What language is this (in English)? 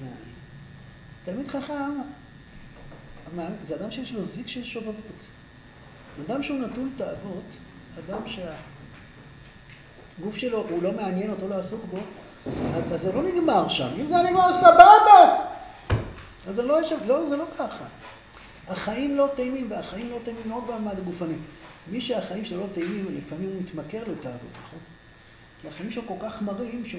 Hebrew